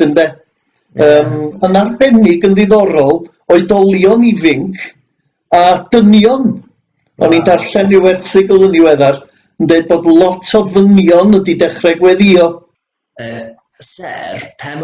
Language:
Welsh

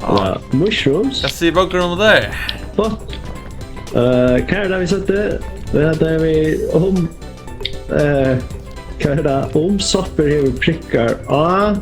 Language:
Faroese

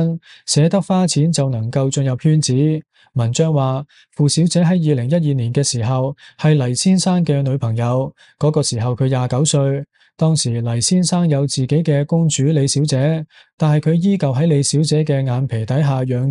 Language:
Cantonese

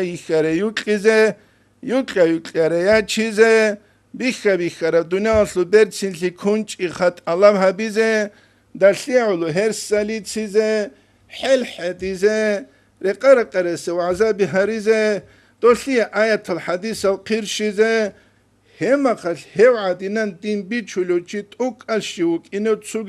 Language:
Avaric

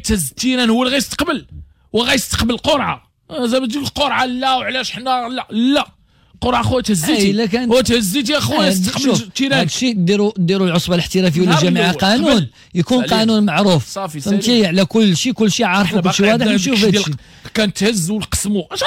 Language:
Moroccan Arabic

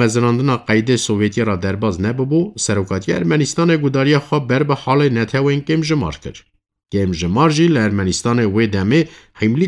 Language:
Kurdish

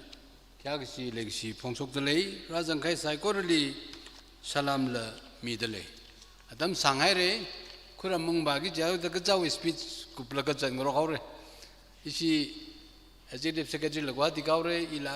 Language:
Tangkhul Naga (India)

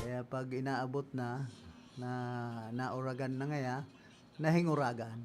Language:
Bikol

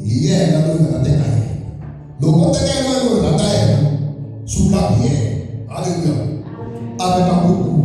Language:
Tsonga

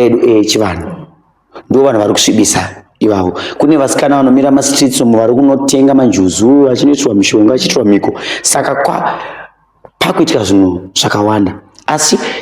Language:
Shona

